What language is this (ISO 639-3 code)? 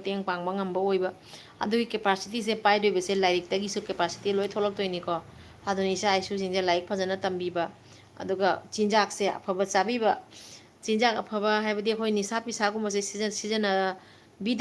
mni